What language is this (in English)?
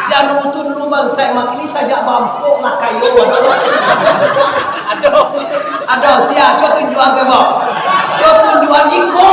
Minangkabau